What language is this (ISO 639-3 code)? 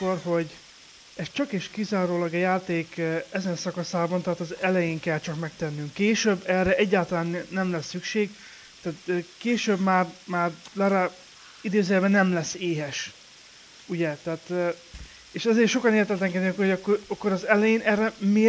hun